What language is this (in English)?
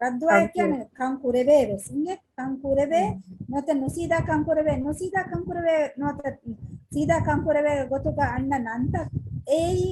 Divehi